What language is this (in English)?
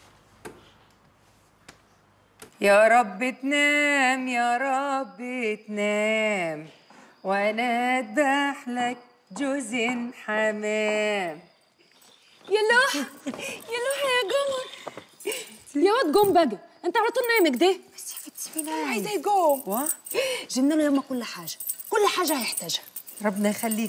Egyptian Arabic